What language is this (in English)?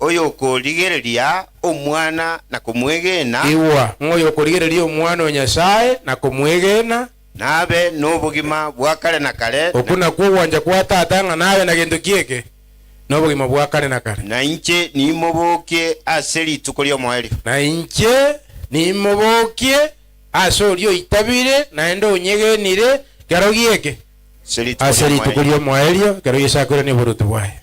Gusii